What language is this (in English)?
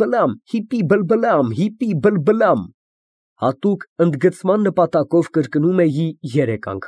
Armenian